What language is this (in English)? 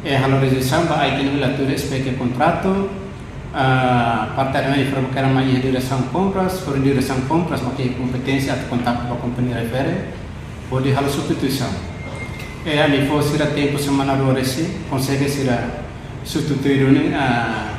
Tetum